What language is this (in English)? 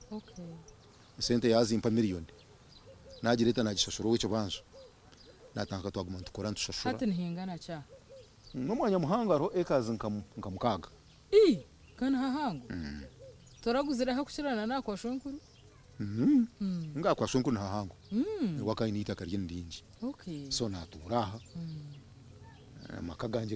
Nyankole